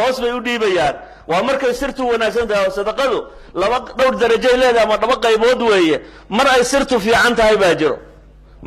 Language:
Somali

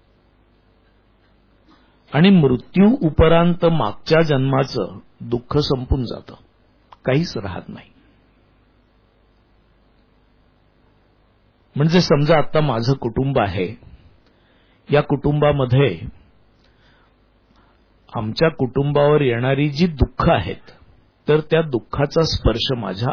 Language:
Marathi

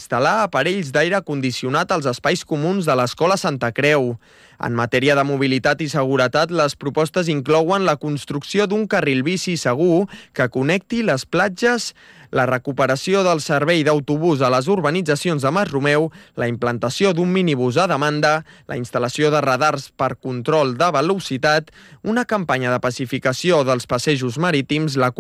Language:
Catalan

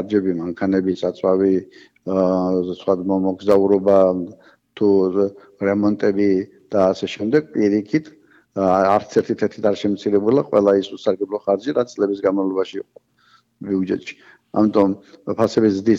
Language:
Georgian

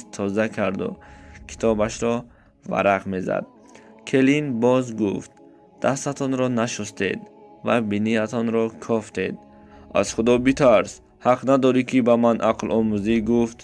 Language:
Tajik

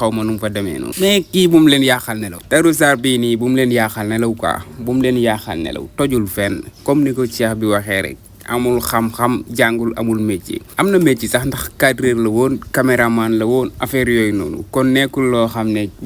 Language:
Wolof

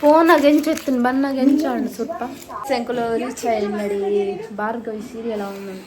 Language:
Tulu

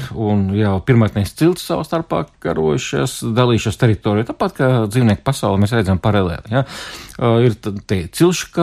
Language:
Latvian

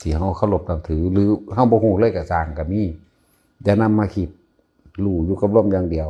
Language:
Northeastern Thai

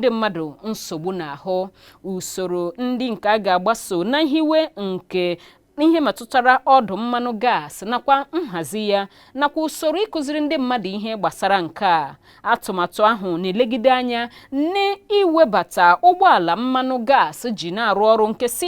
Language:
Igbo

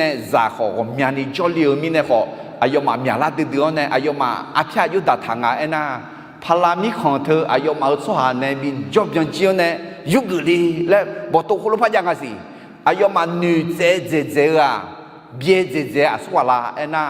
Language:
Akha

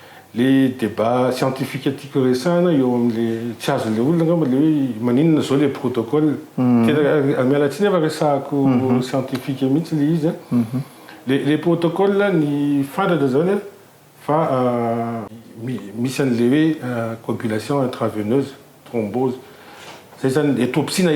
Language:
Malagasy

